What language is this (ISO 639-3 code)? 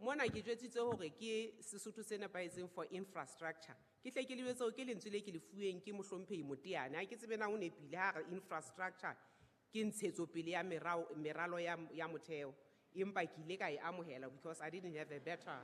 sot